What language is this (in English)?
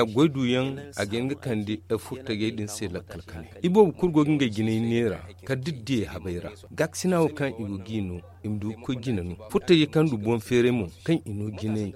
Zarma